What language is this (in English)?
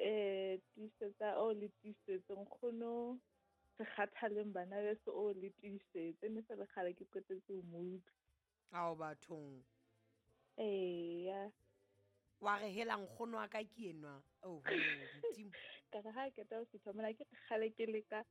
Southern Sotho